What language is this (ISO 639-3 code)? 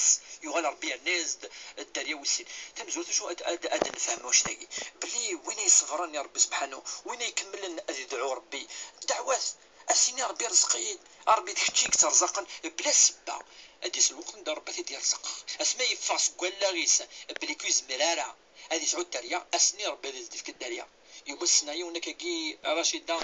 kab